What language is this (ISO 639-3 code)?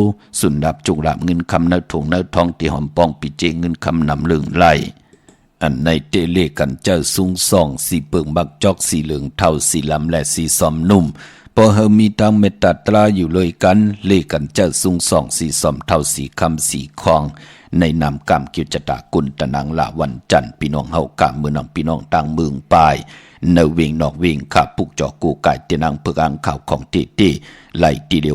shn